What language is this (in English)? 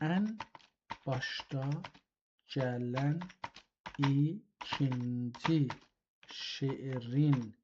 South Azerbaijani